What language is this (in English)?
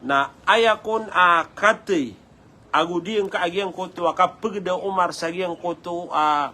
Maranao